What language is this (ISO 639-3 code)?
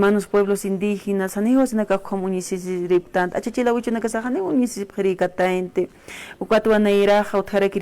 aym